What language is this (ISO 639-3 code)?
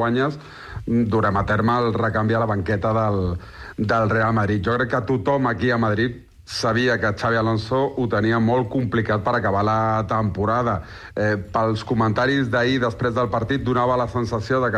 cat